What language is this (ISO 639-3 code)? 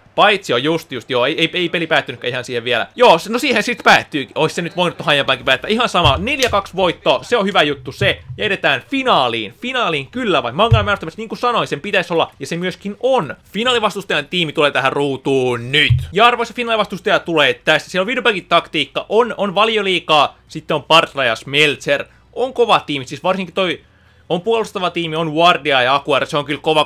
fin